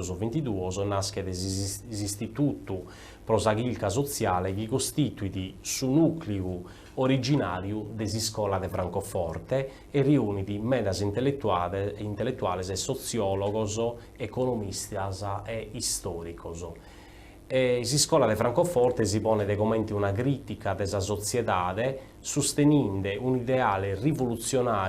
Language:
Sardinian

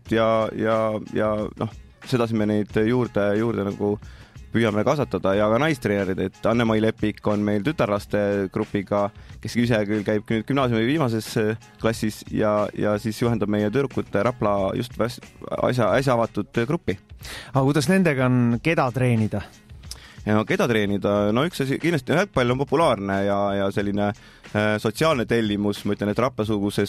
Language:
Estonian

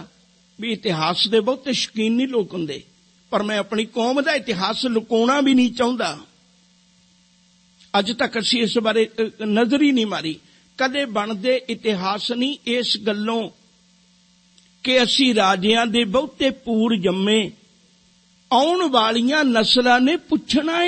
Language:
Punjabi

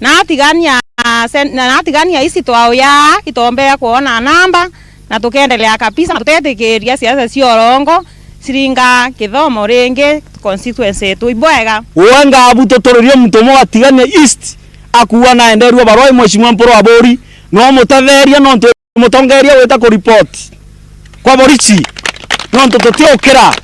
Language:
Meru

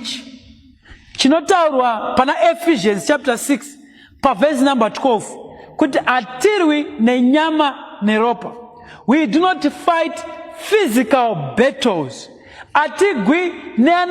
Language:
Shona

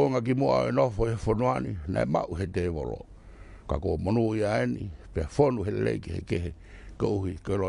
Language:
Tongan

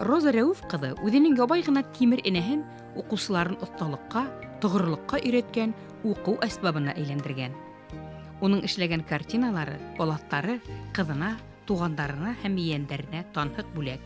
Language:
Bashkir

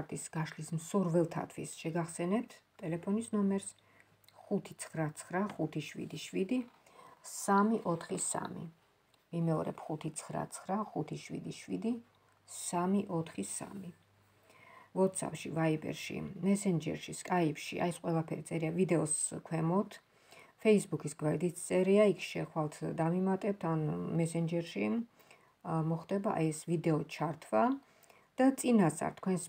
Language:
Georgian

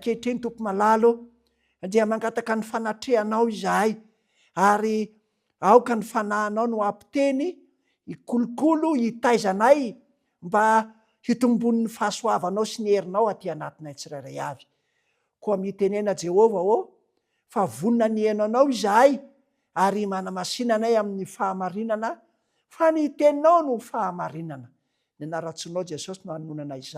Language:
Malagasy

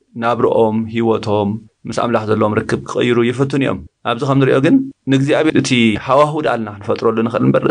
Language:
Tigrinya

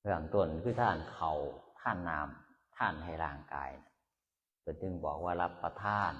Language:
Northeastern Thai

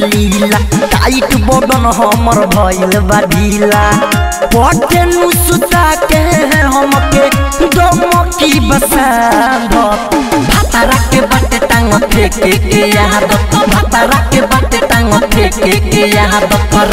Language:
Bhojpuri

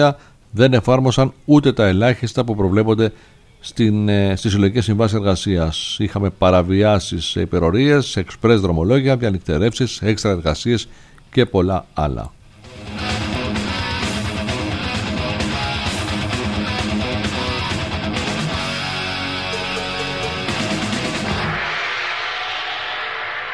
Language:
Greek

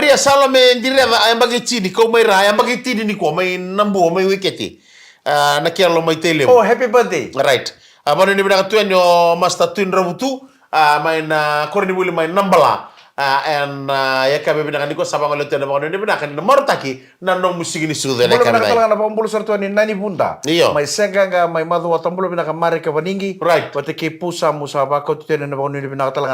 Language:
Fijian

